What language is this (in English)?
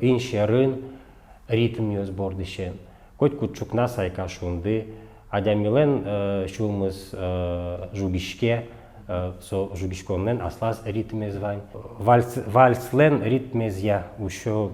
Udmurt